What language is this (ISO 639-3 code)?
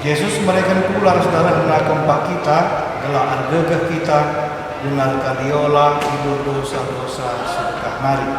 btx